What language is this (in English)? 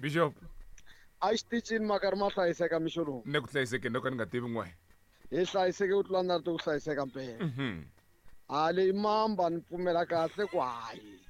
Tsonga